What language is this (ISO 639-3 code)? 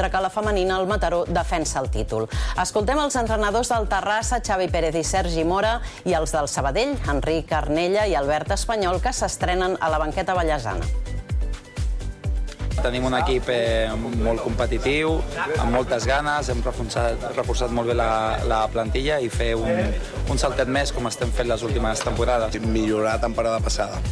cat